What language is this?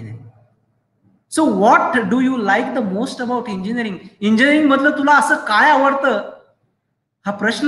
Marathi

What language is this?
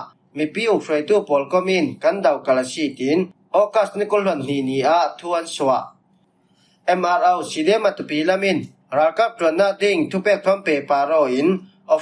Falam Chin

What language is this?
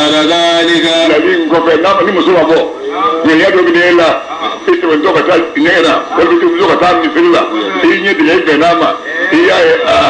Bambara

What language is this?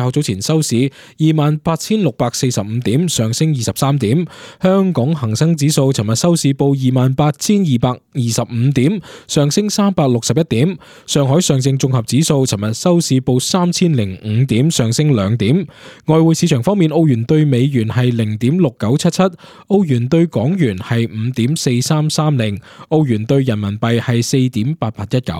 Cantonese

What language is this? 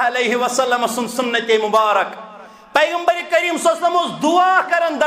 Kashmiri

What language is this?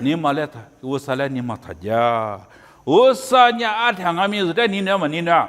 Lisu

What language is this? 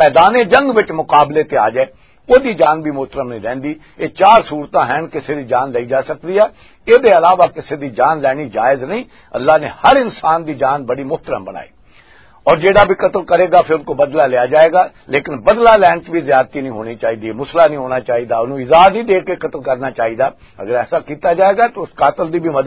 Western Panjabi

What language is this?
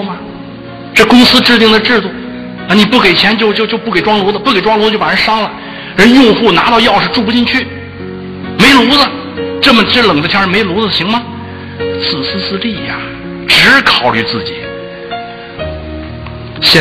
Chinese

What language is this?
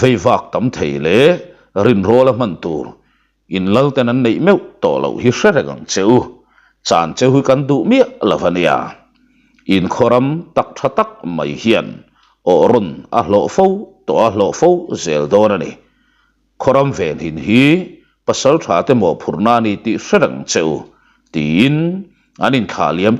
Mizo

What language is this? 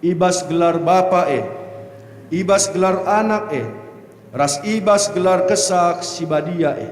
Batak Karo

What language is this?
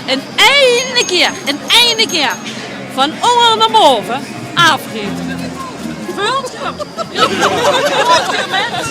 Limburgish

